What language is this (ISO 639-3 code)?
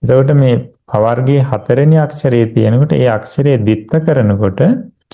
sin